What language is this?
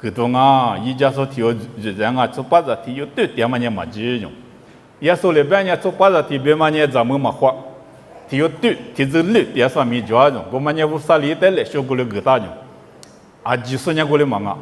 Lisu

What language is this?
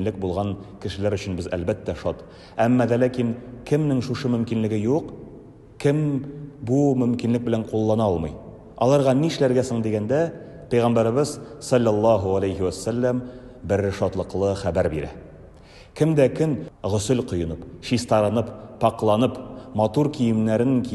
Tatar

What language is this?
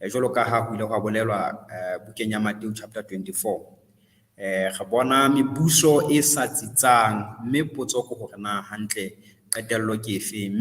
Southern Sotho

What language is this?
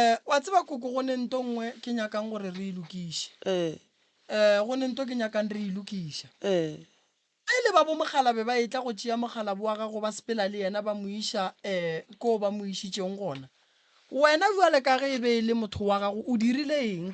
Northern Sotho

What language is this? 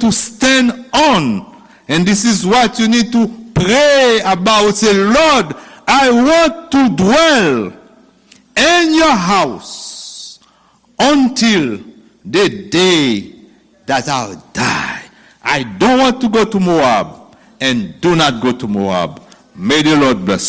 Haitian Creole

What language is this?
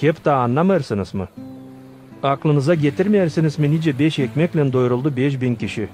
Gagauz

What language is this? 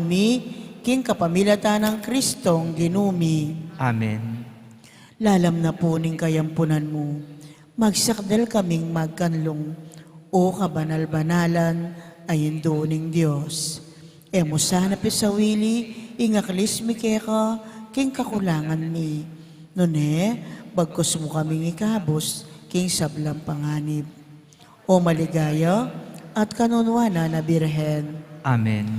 Pampanga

